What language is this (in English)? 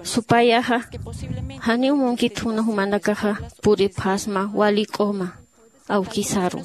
Aymara